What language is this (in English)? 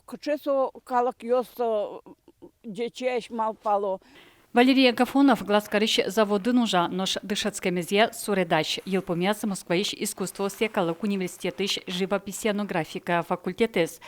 Udmurt